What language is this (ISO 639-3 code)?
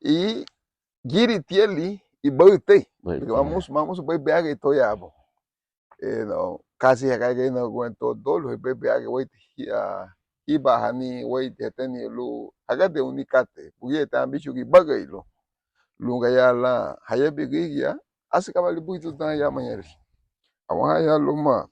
cab